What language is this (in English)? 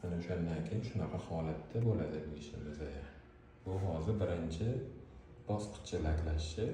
Uzbek